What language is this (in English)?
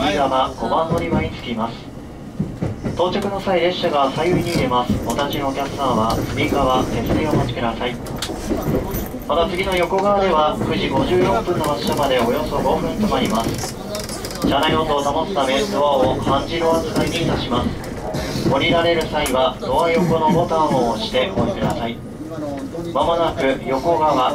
Japanese